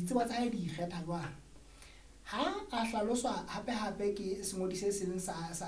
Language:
Southern Sotho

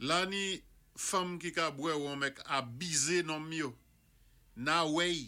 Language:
Saint Lucian Creole French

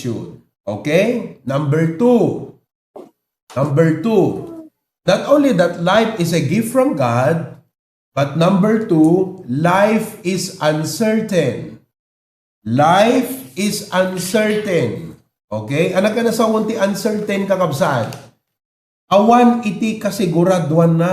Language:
Iloko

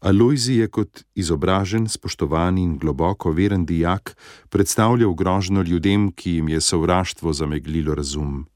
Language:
Slovenian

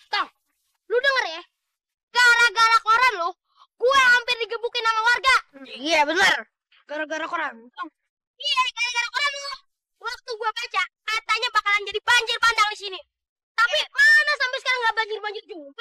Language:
Betawi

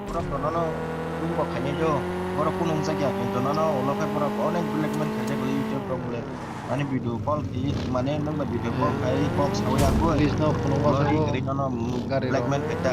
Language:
Kok Borok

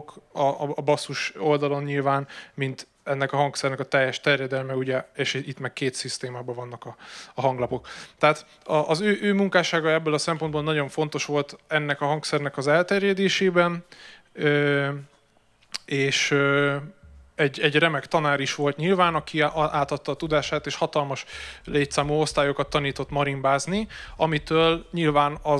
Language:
Hungarian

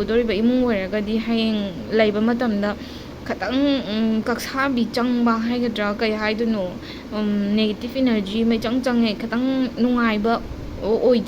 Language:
Manipuri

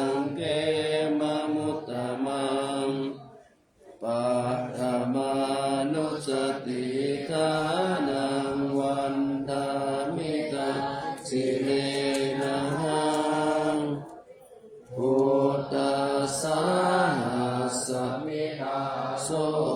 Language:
Pali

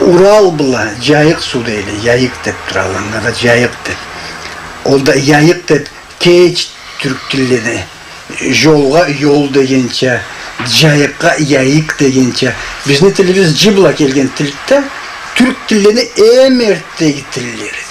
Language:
Karachay-Balkar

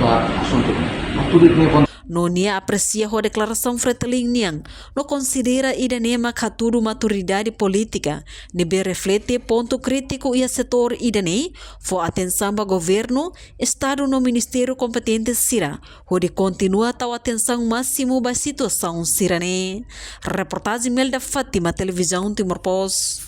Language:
Tetum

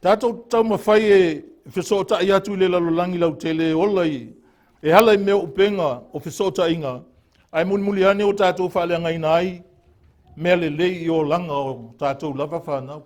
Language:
Samoan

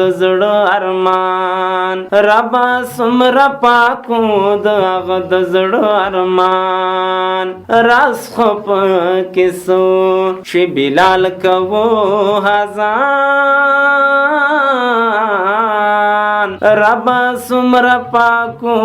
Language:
Pashto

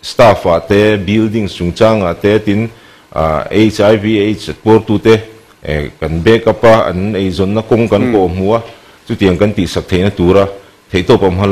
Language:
Mizo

